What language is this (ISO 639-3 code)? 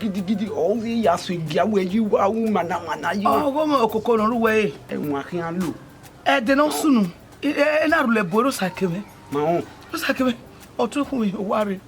bin